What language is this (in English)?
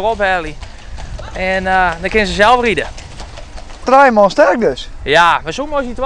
Western Frisian